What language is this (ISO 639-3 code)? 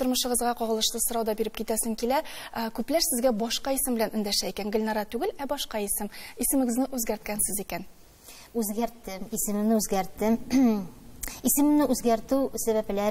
tat